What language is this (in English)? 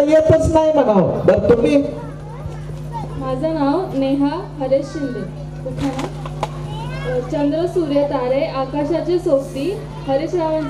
Marathi